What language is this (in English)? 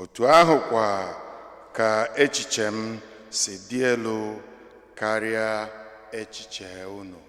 Igbo